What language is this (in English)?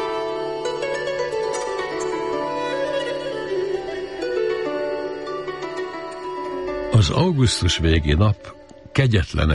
Hungarian